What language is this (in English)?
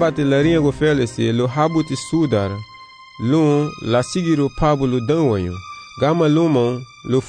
Garifuna